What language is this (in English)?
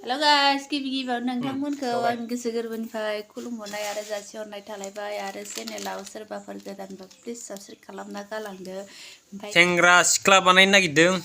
Bodo